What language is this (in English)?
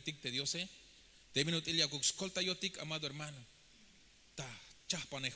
Tzeltal